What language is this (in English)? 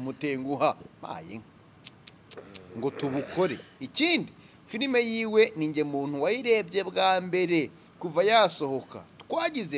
Kinyarwanda